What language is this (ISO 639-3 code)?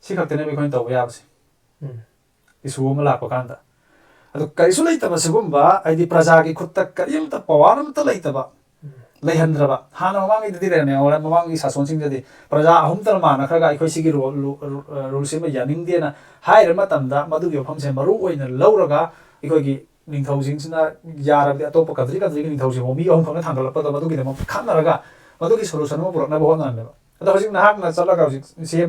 mni